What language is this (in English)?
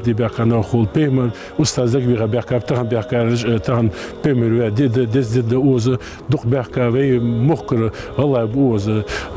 Ingush